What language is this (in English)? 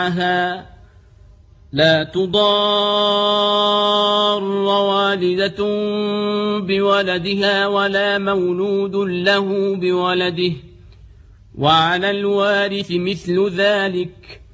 Arabic